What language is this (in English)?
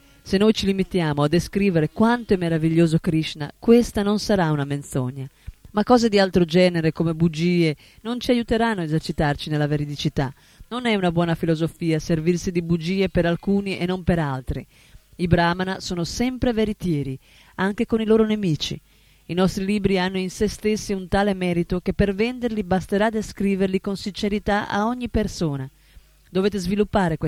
Italian